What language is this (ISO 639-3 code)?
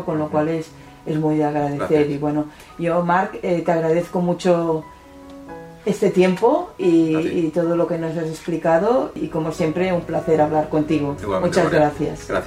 spa